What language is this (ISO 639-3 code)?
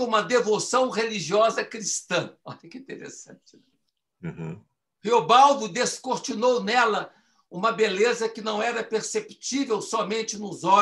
por